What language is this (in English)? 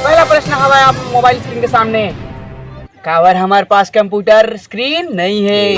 Chhattisgarhi